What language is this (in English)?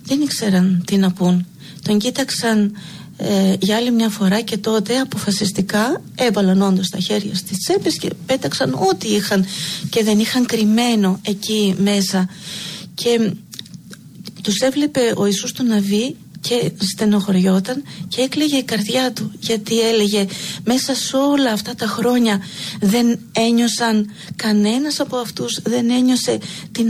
Greek